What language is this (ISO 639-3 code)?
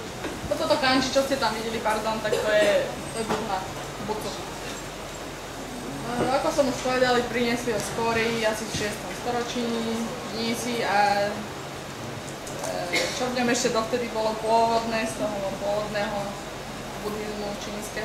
slk